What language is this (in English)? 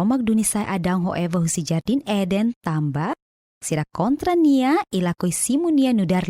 Tetum